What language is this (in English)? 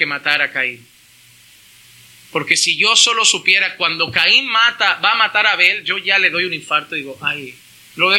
Spanish